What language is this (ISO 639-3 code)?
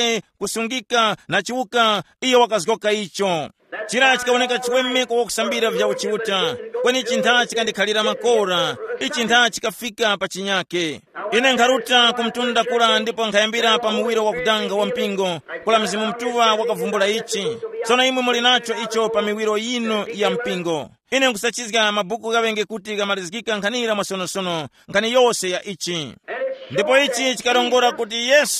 tum